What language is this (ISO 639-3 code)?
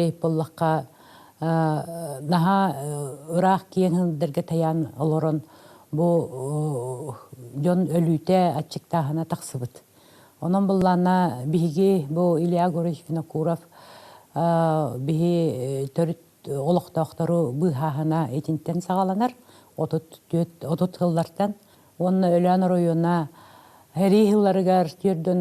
sah